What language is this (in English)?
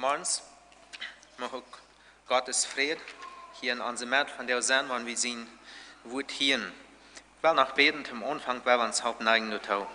Plautdietsch